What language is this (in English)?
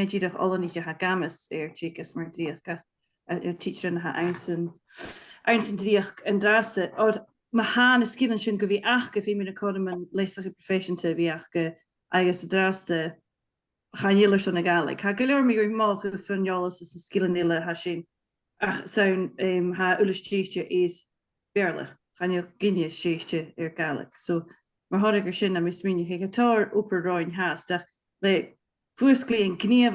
Scottish Gaelic